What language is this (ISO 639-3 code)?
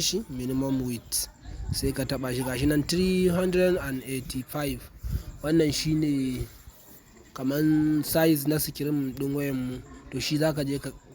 hau